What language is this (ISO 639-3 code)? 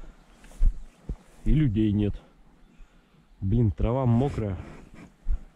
rus